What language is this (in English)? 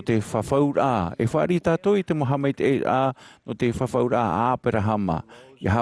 Tahitian